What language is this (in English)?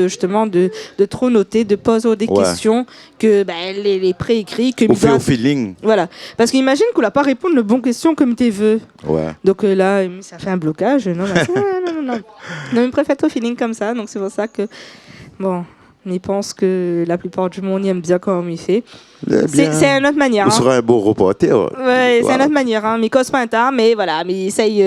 Réunion Creole French